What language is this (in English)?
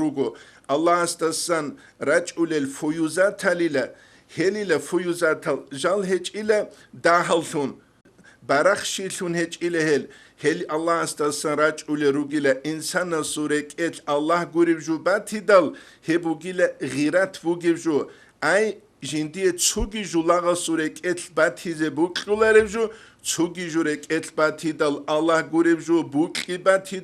Avaric